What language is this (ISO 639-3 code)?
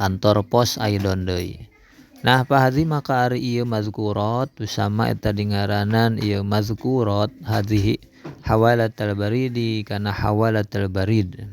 sun